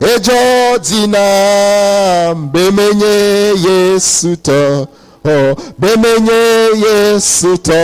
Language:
Ewe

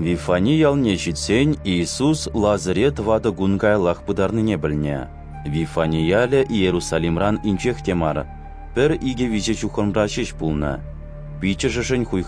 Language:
Chuvash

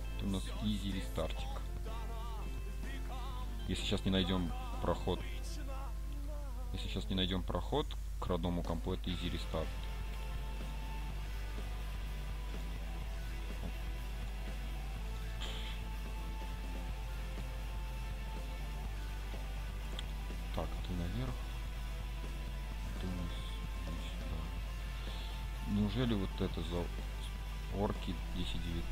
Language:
Russian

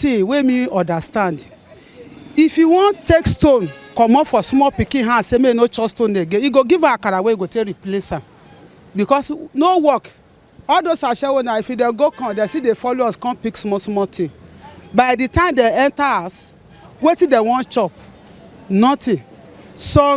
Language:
Nigerian Pidgin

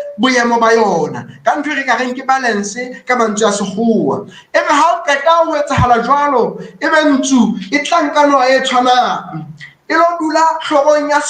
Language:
Southern Sotho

